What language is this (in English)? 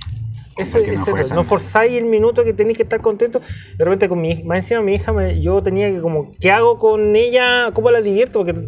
Spanish